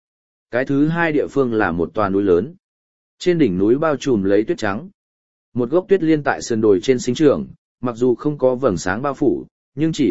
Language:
Vietnamese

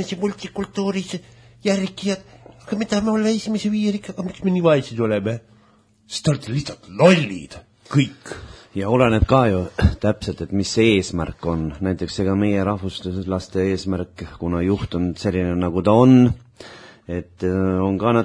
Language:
Estonian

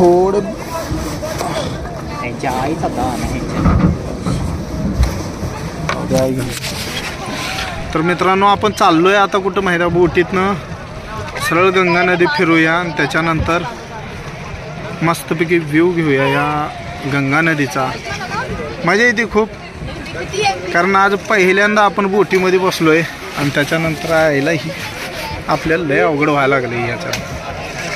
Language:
Marathi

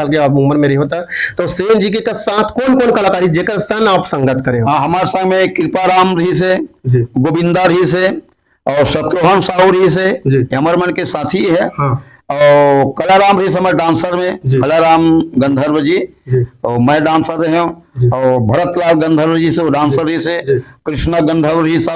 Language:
Chhattisgarhi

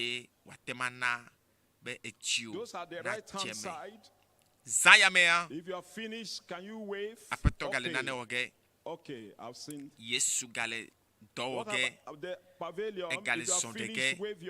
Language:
Ewe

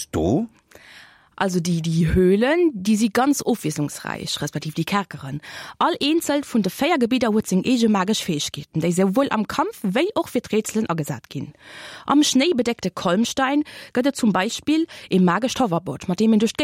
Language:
Luxembourgish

